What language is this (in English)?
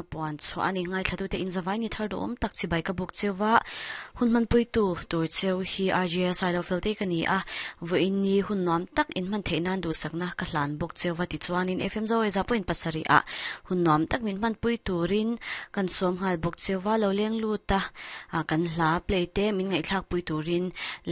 Mizo